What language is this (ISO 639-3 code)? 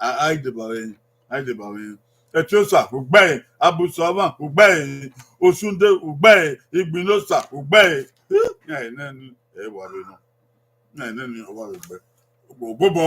bin